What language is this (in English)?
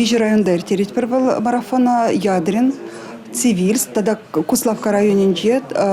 Chuvash